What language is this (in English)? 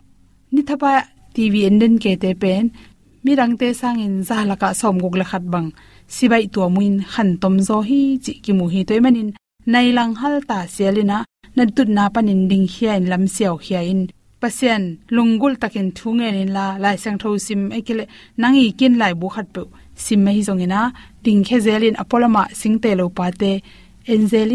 Tedim Chin